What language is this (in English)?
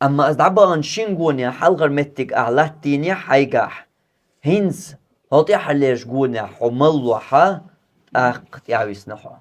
Chechen